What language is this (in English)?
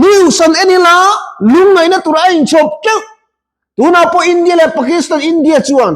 Mizo